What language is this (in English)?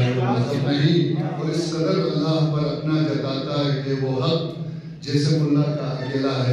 Urdu